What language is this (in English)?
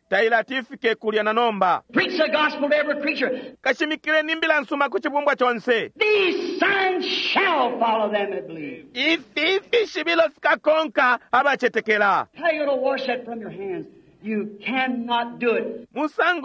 Bemba